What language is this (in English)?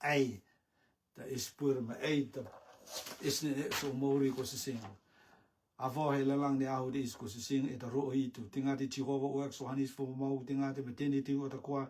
Rotuman